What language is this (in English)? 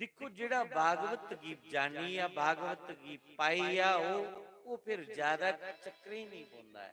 Dogri